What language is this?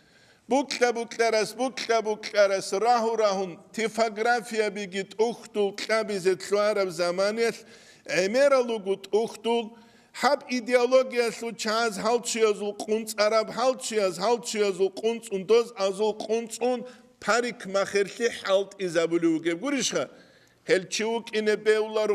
Avaric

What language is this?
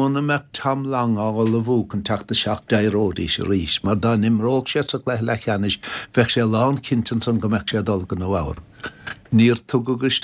Irish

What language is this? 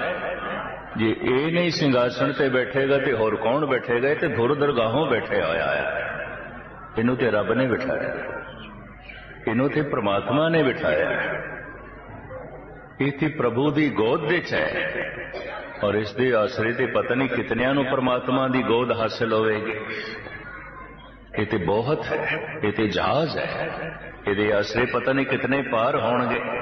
Punjabi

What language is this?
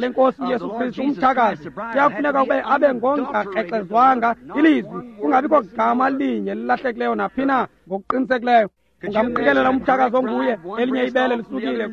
Xhosa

